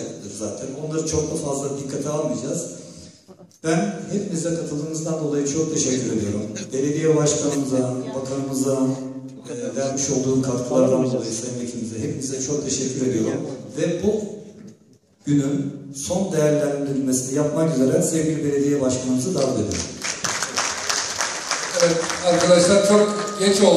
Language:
Turkish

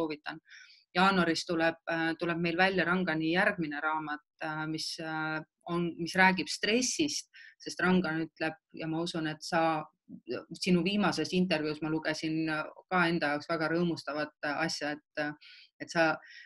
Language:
Estonian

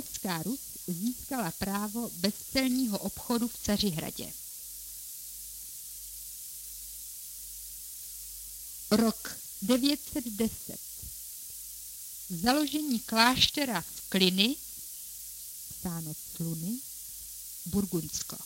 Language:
Czech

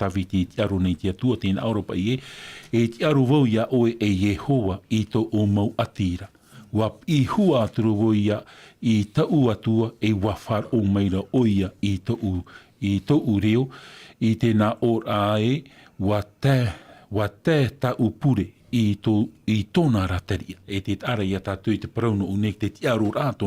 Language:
Tahitian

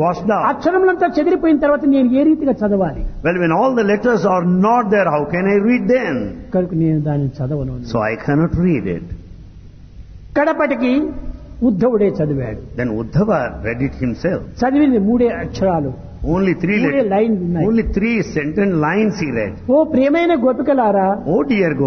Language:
Telugu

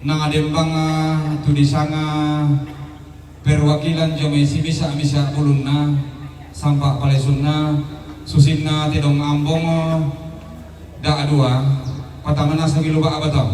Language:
Toraja-Sa'dan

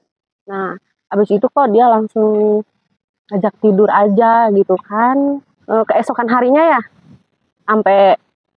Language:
Indonesian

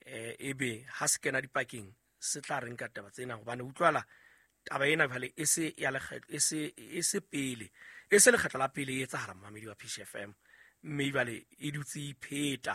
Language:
Southern Sotho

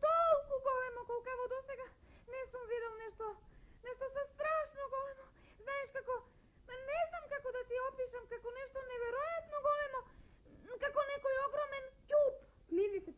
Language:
Macedonian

